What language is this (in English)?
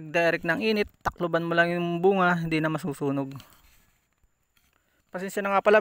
Filipino